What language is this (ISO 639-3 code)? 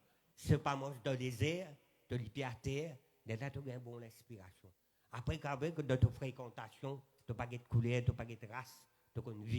mfe